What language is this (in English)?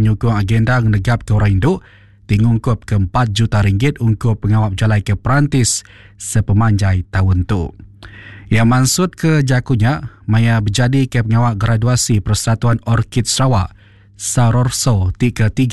Iban